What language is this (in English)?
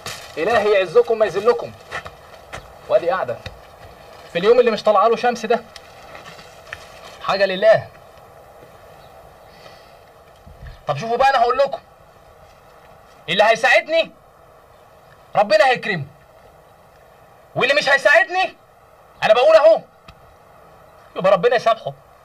Egyptian Arabic